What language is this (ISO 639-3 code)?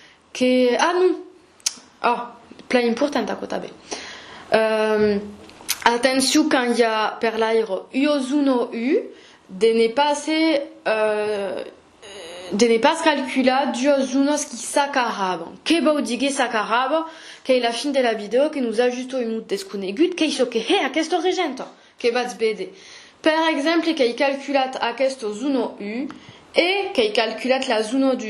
oci